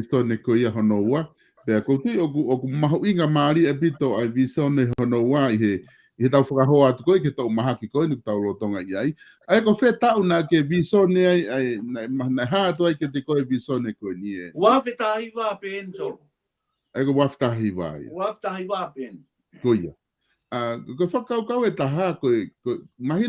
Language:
Tongan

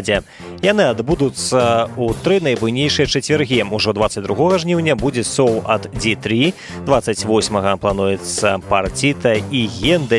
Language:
Belarusian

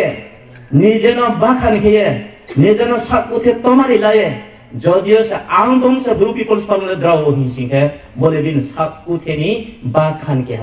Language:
Riang (India)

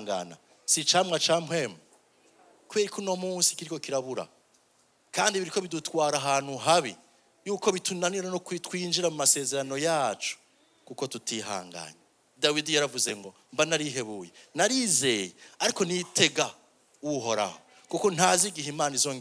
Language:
Rundi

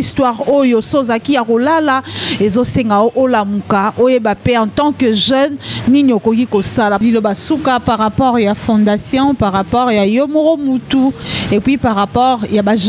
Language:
Lingala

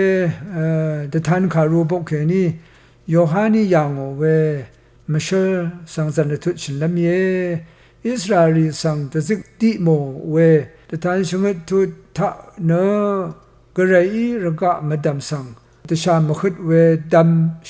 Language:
Rawang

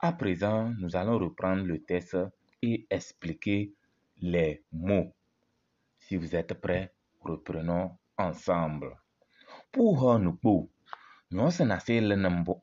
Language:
Kabiyè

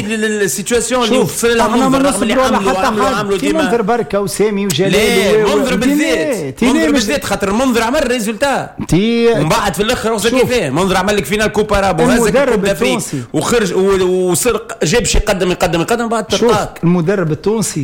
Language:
Tunisian Arabic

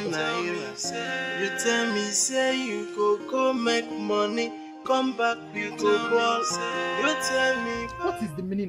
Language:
Nigerian Pidgin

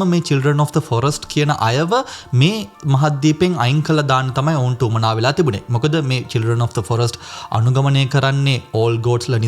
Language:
Sinhala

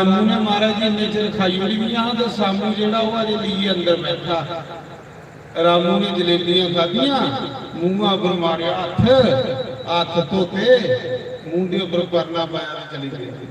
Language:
Dogri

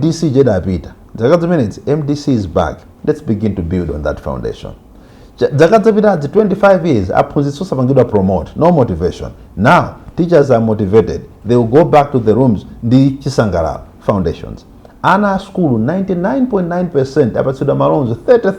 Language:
Nyanja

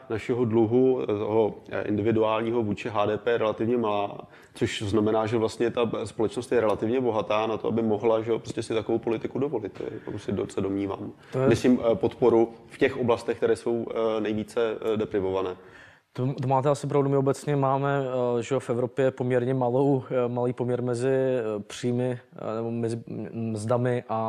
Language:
Czech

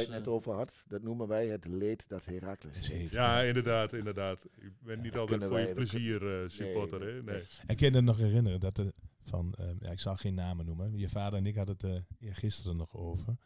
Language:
Dutch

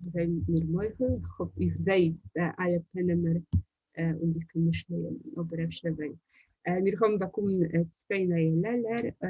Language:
Yiddish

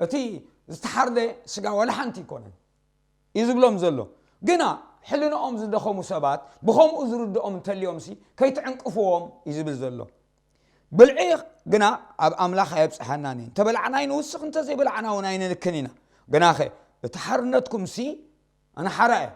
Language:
Tigrinya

